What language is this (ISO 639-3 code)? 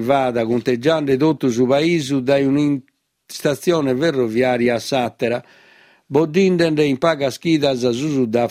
srd